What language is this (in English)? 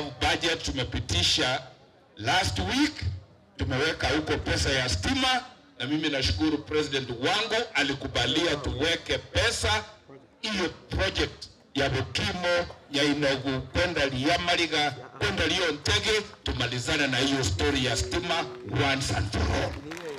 Gusii